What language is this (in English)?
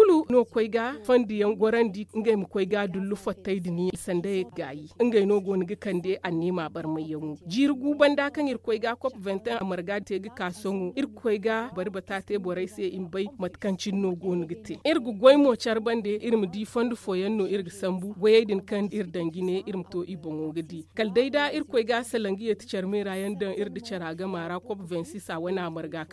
Zarma